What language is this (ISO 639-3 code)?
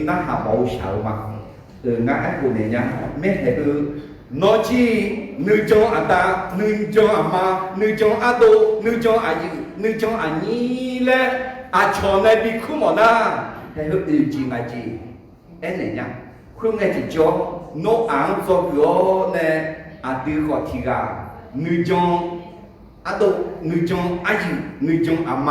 ahk